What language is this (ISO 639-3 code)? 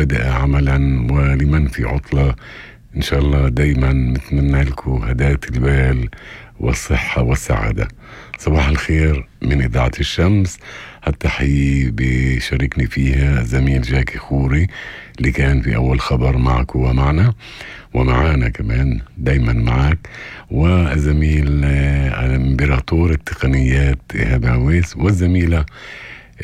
apc